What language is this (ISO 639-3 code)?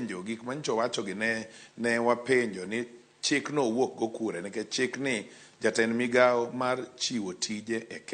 luo